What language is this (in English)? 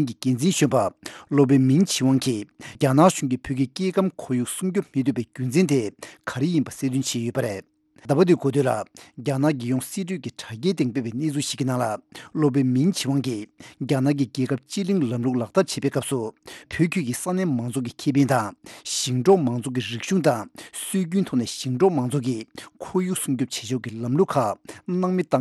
Tibetan